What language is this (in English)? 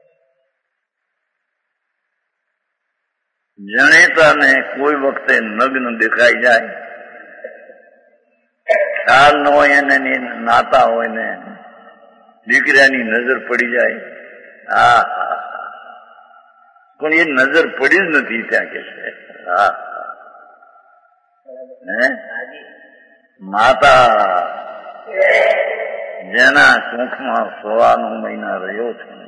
Gujarati